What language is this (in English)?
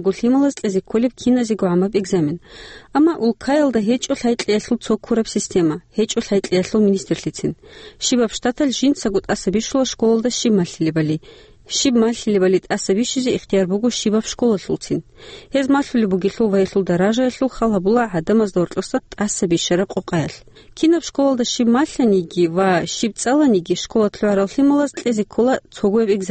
Avaric